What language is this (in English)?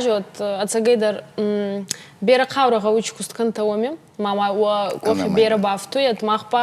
Ossetic